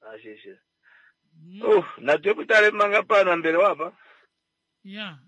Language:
Kuanyama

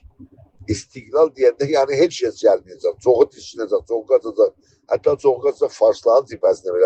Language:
South Azerbaijani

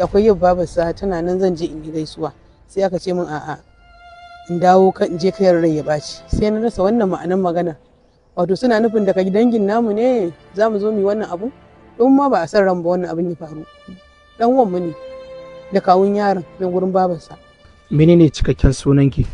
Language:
Hausa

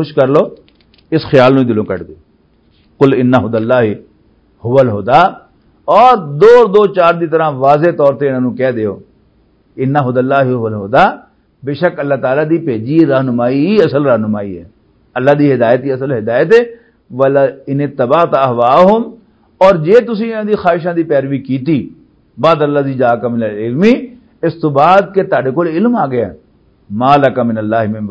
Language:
Western Panjabi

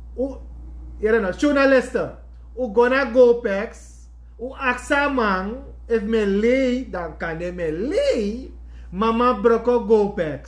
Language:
Sranan Tongo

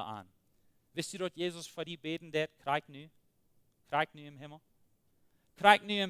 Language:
Plautdietsch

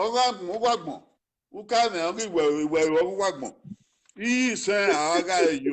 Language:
Bini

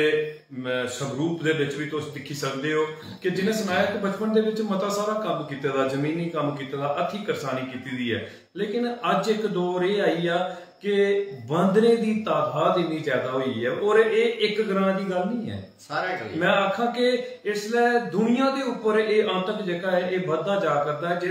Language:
Dogri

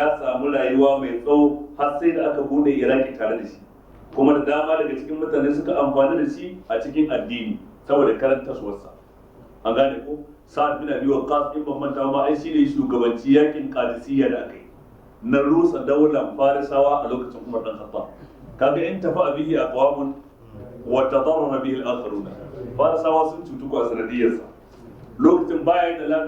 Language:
Hausa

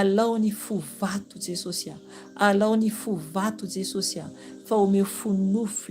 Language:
Malagasy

